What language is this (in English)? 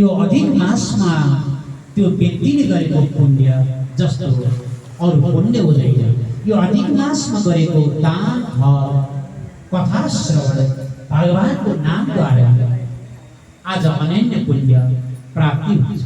Nepali